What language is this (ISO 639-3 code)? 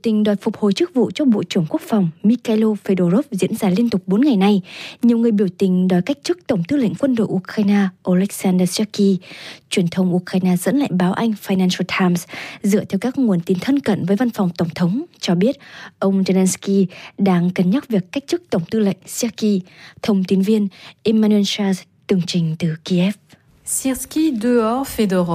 vie